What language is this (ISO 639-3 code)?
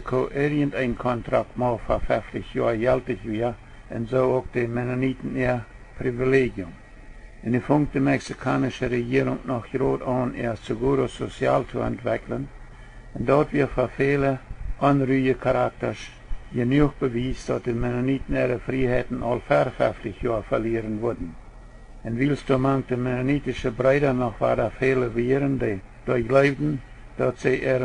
pdt